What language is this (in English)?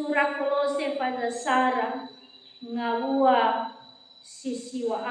Nias